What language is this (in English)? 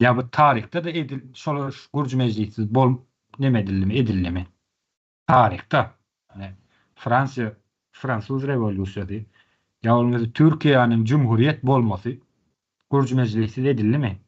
Turkmen